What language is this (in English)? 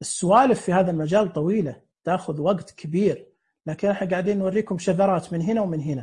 Najdi Arabic